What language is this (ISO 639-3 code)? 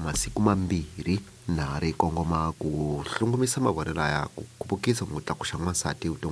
tso